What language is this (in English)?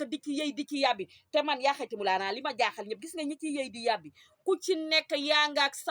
Wolof